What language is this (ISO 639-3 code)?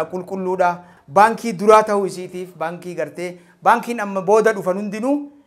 orm